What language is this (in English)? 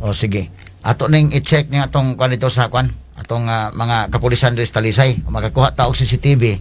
Cebuano